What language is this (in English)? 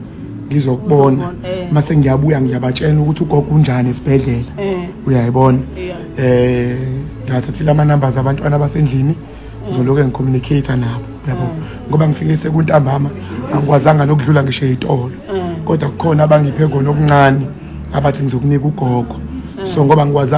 Zulu